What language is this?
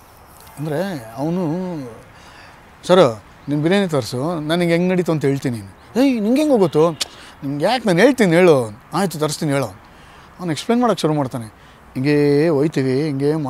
Kannada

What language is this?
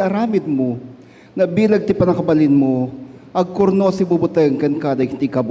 Iloko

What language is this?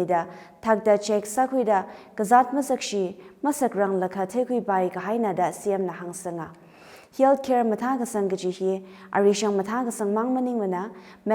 Tangkhul Naga (India)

